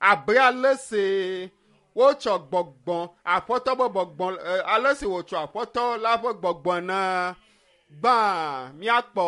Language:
Ewe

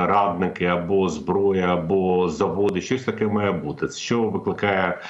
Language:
Ukrainian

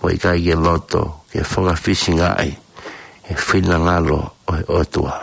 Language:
Tongan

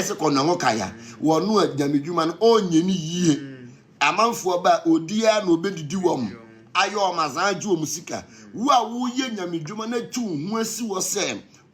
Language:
Akan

